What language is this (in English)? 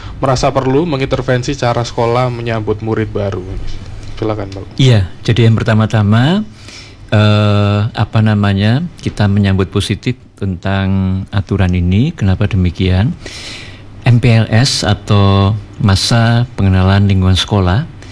Indonesian